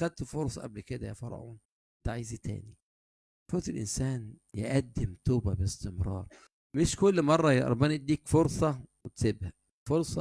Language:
Egyptian Arabic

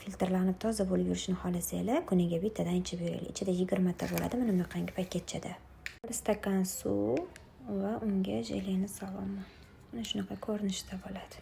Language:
Uzbek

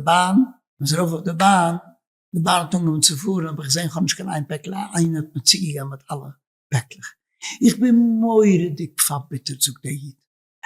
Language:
Yiddish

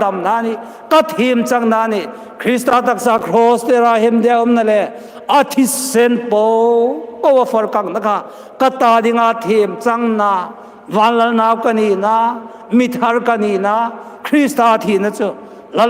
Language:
Hmar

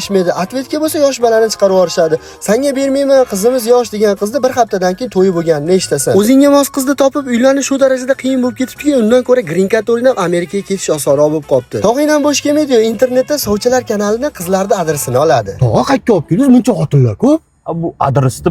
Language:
Uzbek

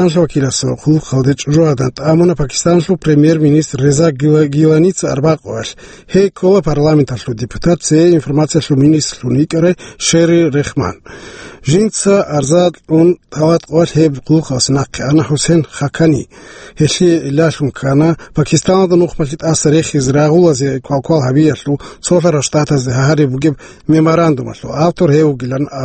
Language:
Avaric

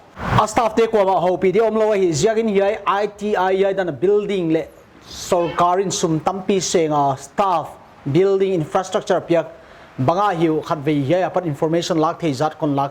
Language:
Paite Chin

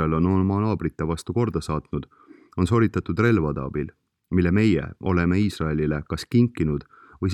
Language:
Estonian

